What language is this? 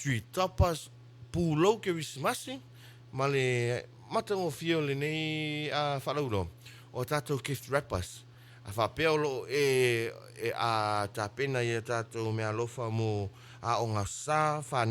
Samoan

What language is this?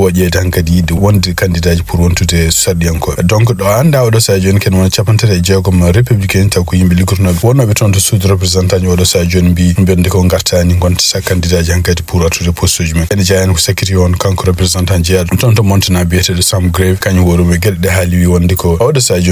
Fula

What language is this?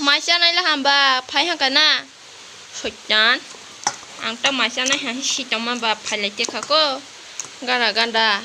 Kok Borok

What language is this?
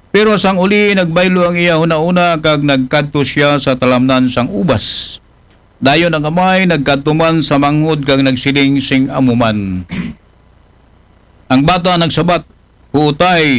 Aklanon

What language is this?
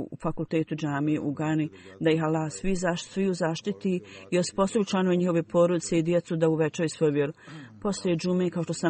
Bosnian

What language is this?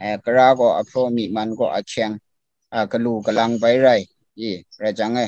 Kachin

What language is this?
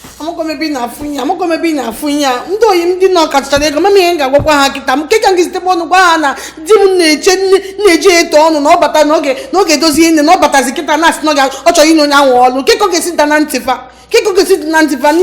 Igbo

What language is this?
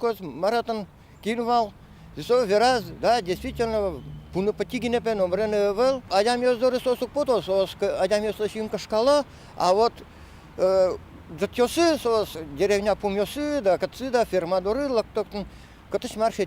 Udmurt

